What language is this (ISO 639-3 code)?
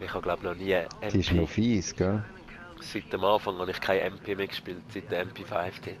gsw